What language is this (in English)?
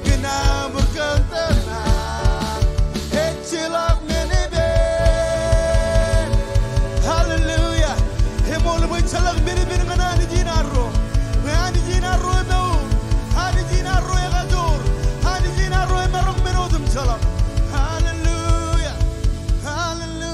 Marshallese